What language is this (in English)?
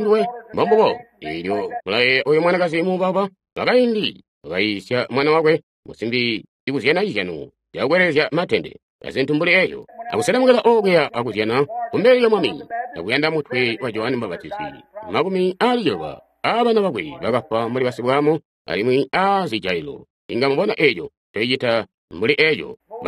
Tonga (Zambia)